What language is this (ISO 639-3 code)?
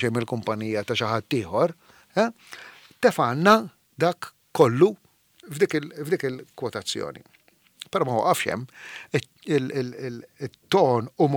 mlt